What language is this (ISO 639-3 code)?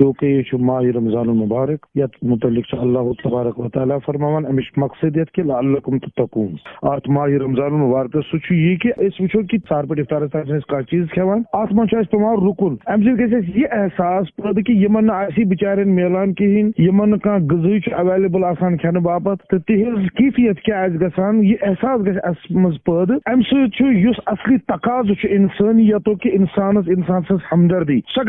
kas